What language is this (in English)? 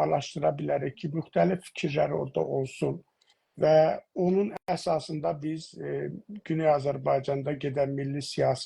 South Azerbaijani